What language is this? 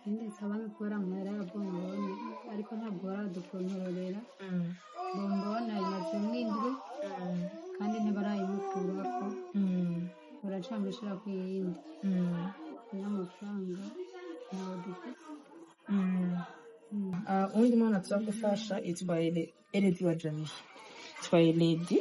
Rundi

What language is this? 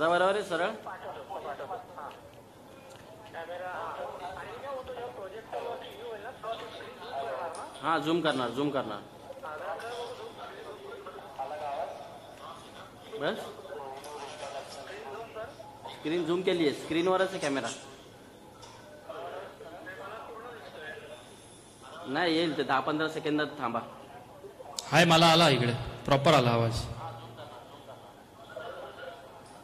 Marathi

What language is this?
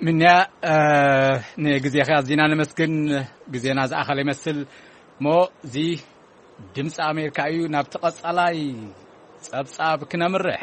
Tigrinya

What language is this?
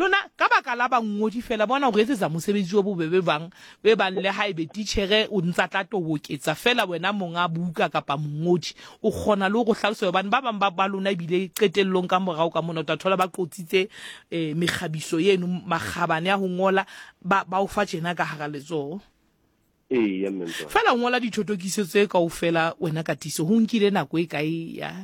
Southern Sotho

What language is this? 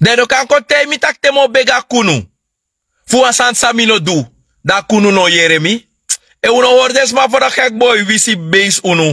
Sranan Tongo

